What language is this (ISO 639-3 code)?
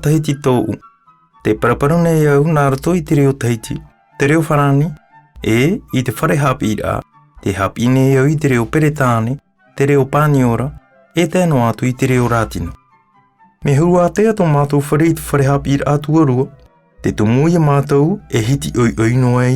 tah